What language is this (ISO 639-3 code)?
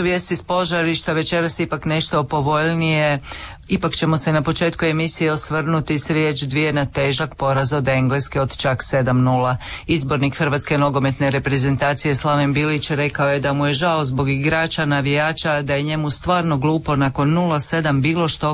hrv